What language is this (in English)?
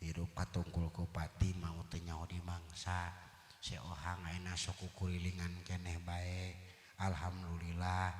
Sundanese